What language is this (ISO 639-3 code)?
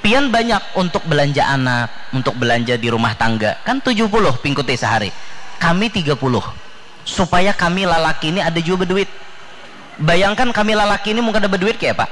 bjn